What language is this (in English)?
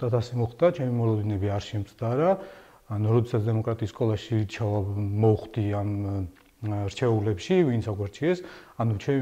Georgian